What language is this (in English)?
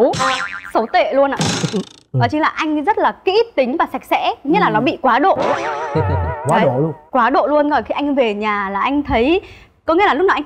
Vietnamese